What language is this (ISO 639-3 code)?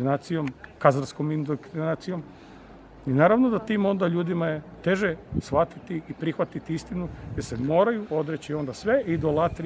hrv